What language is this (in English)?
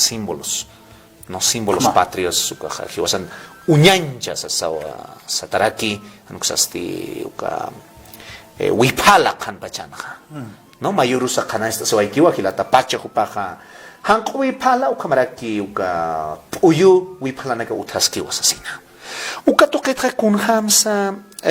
Aymara